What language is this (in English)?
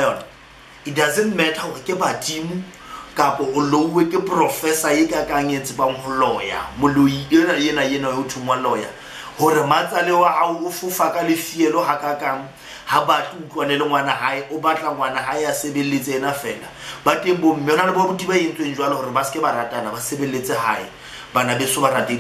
Southern Sotho